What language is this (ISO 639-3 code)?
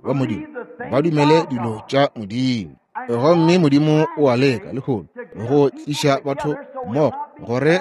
nso